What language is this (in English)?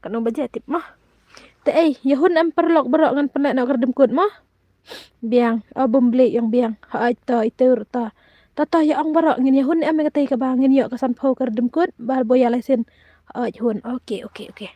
Khasi